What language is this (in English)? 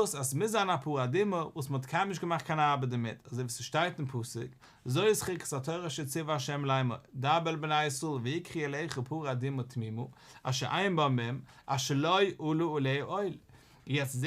Yiddish